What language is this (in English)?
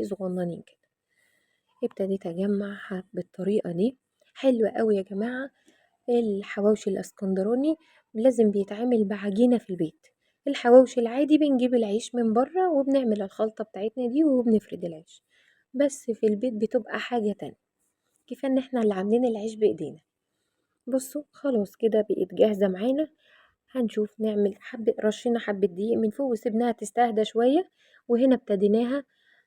Egyptian Arabic